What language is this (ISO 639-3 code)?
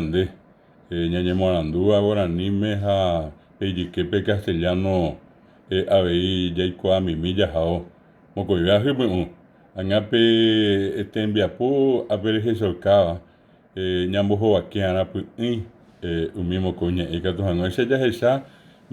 grn